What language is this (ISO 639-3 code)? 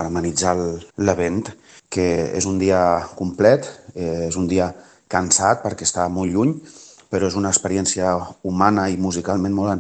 cat